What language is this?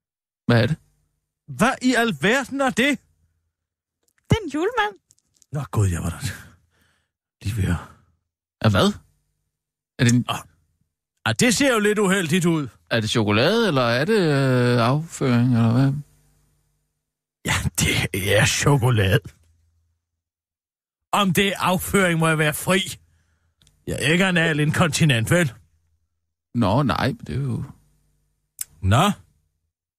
Danish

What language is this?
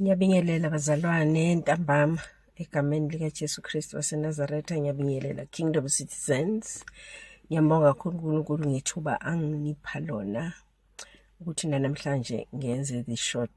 Zulu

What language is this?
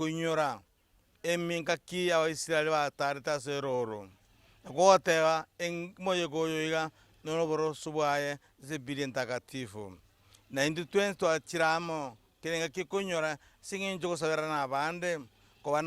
Gusii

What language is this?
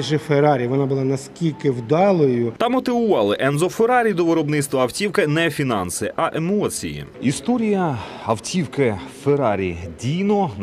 Ukrainian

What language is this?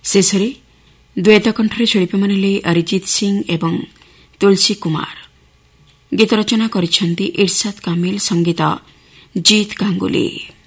Odia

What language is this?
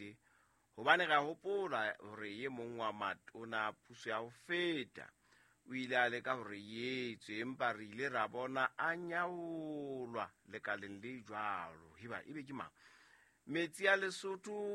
Southern Sotho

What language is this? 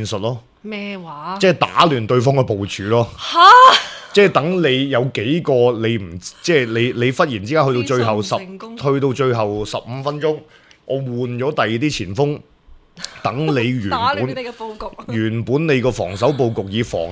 Cantonese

